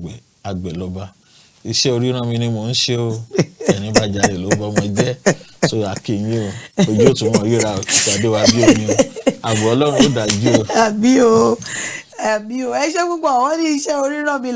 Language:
Yoruba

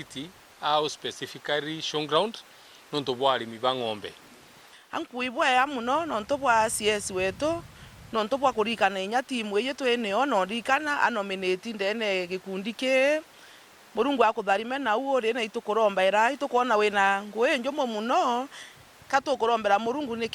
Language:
Meru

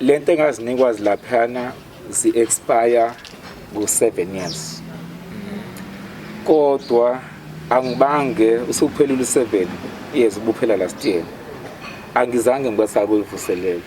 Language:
Zulu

